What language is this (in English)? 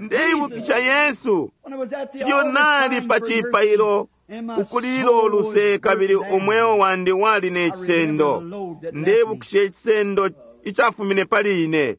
Bemba